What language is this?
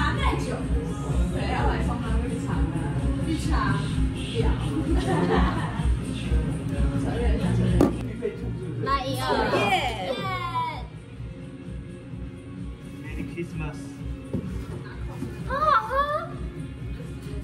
Chinese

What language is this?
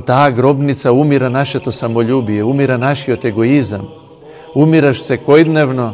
Macedonian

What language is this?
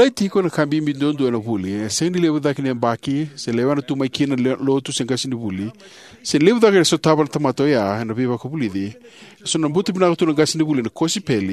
Fijian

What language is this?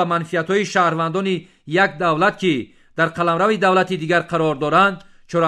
Tajik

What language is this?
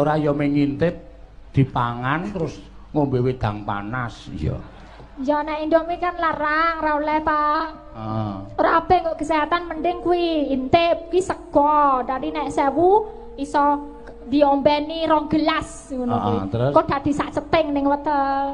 Javanese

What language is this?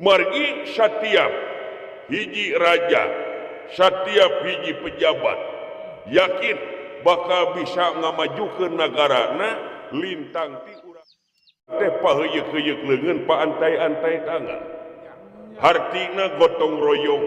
Sundanese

